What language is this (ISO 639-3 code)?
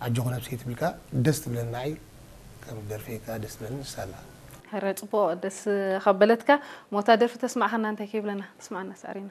tir